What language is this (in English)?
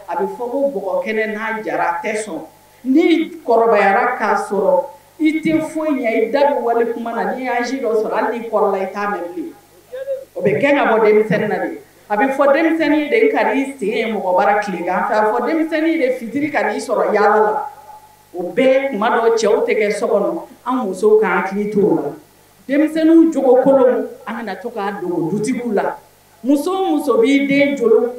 Bambara